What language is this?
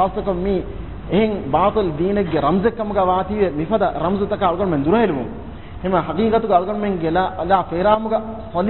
Divehi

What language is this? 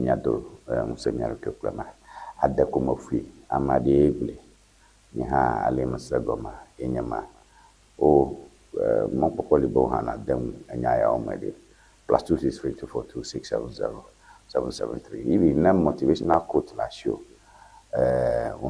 Ewe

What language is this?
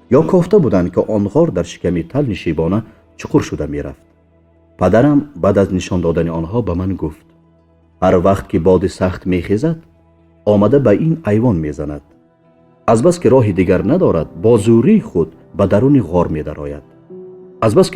Tajik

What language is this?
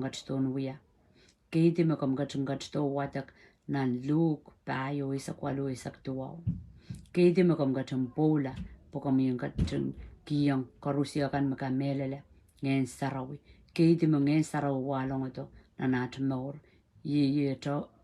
Pohnpeian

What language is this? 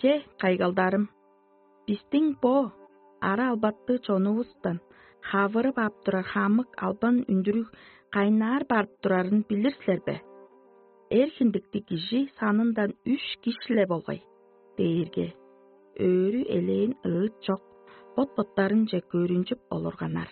Tuvinian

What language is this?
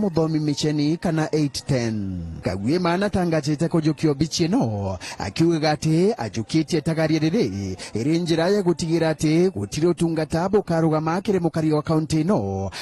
Meru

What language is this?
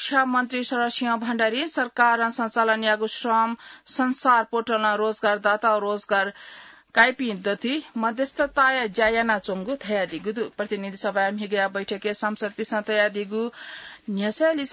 Newari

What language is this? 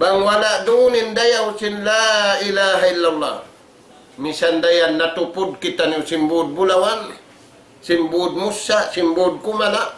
Tausug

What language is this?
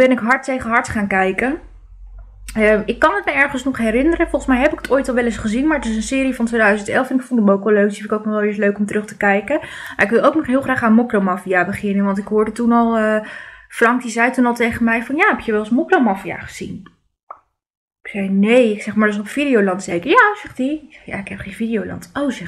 Dutch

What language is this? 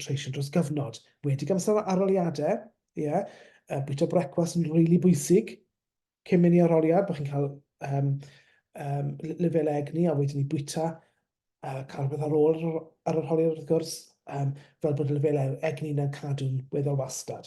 Welsh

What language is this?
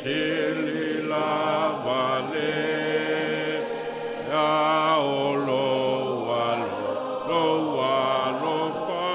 Samoan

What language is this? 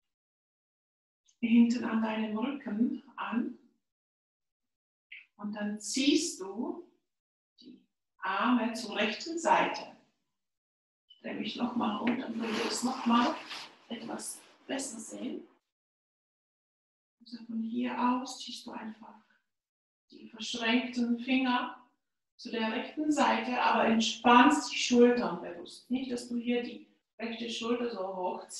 German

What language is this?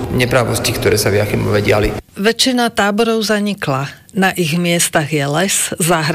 Slovak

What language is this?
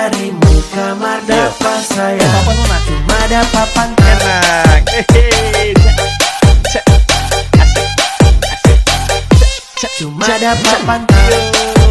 Ambonese Malay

